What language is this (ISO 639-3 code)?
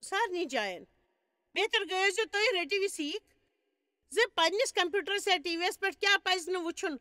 kas